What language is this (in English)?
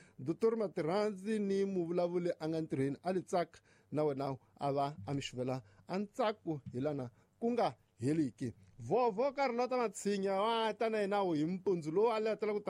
Tsonga